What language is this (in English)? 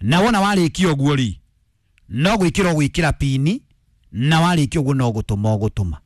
Kikuyu